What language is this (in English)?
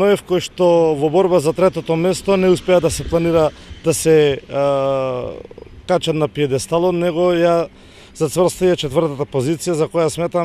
Macedonian